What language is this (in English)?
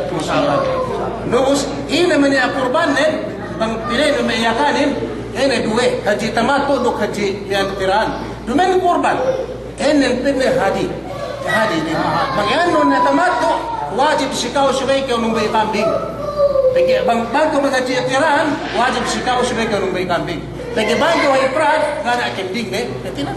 Yakan